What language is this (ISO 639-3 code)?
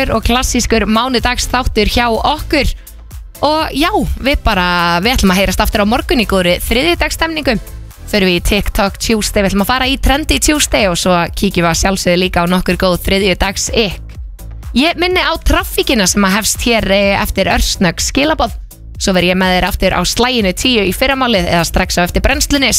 isl